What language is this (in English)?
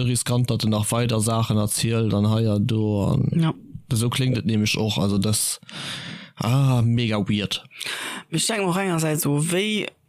Luxembourgish